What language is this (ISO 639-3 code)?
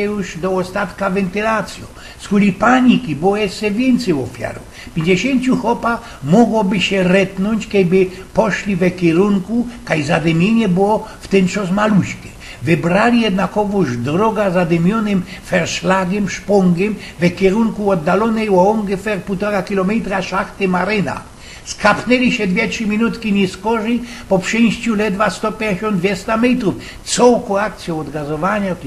szl